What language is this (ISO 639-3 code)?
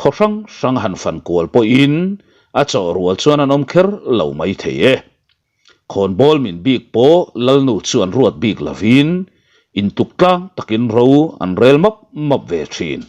lus